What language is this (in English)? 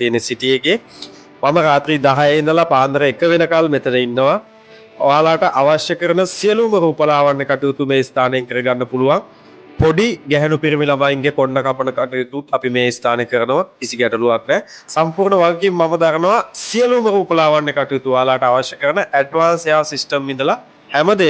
Sinhala